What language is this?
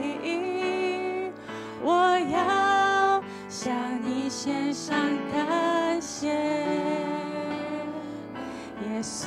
Chinese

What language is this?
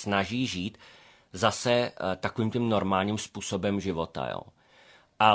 Czech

